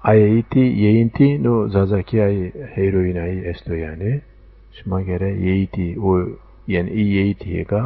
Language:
Zaza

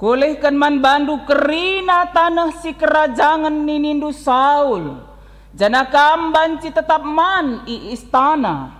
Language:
Batak Karo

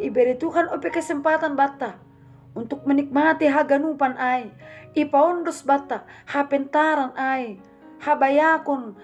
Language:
Batak Simalungun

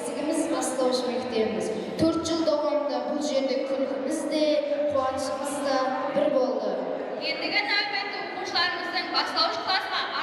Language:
Kara-Kalpak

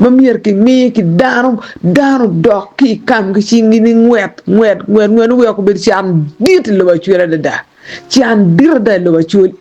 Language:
Acoli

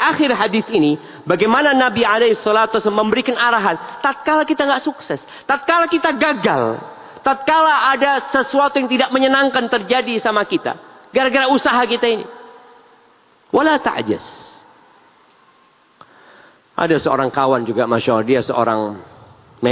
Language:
Indonesian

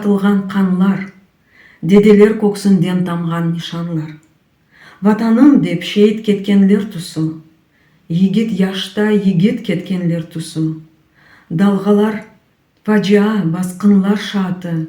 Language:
Crimean Tatar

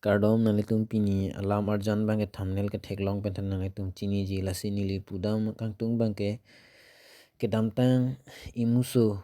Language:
Karbi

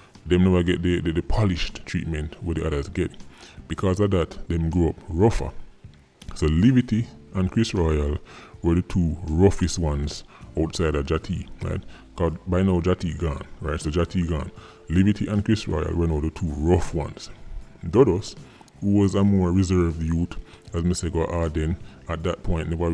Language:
Jamaican Creole English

